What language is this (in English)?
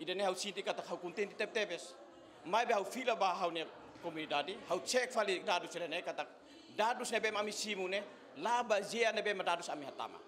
Tetum